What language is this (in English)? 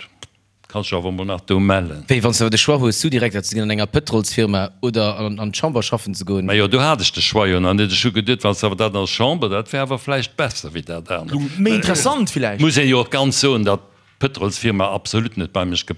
Luxembourgish